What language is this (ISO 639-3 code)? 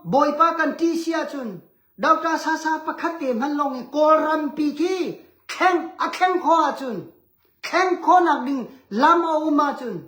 cnh